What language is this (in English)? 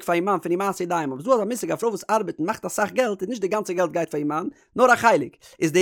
Yiddish